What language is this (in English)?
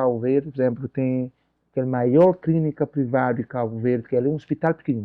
Kabuverdianu